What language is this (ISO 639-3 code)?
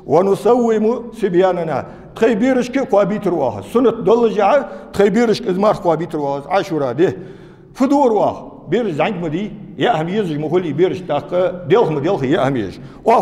inh